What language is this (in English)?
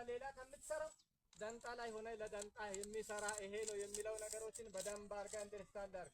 Amharic